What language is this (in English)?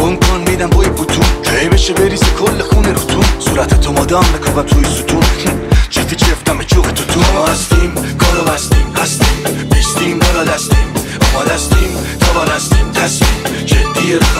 Persian